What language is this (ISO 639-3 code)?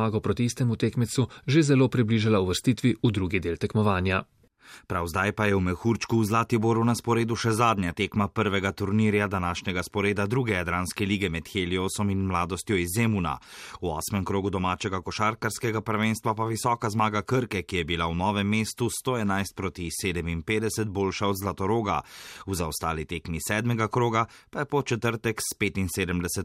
slv